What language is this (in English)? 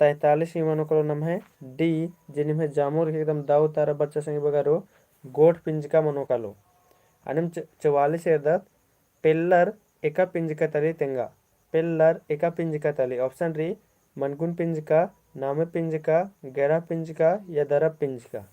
Kurukh